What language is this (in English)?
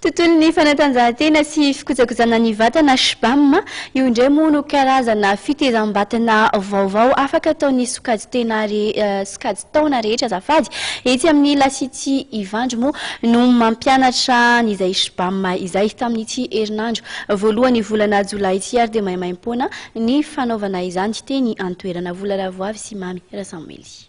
Malagasy